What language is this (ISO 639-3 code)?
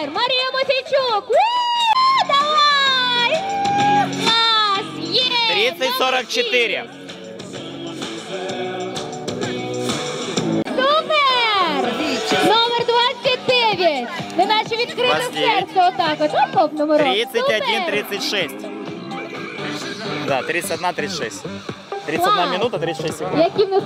ukr